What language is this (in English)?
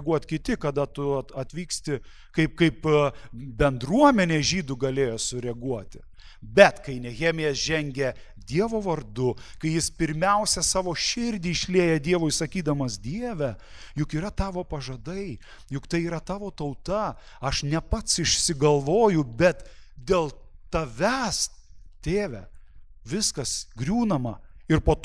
Lithuanian